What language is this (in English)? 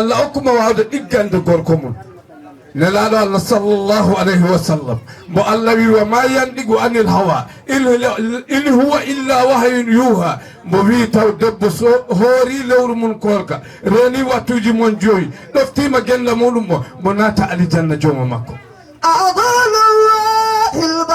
Fula